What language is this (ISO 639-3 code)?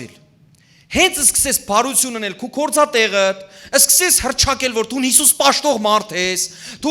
hyw